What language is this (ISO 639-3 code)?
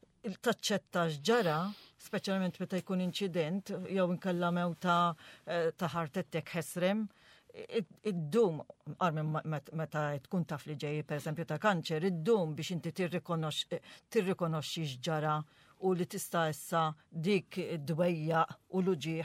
mlt